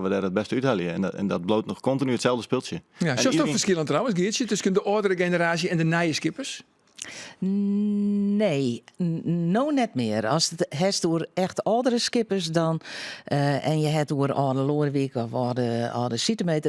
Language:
Western Frisian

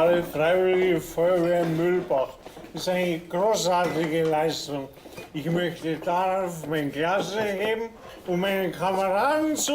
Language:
Bavarian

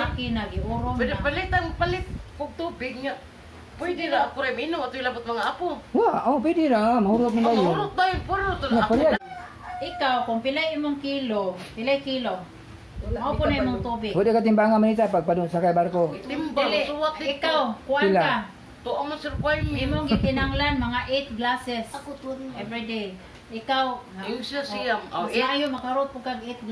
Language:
Cebuano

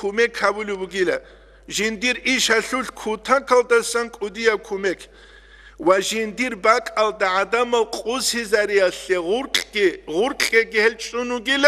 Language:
Avaric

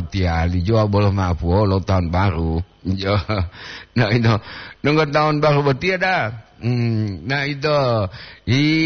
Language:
Gorontalo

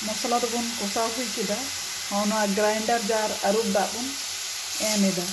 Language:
Santali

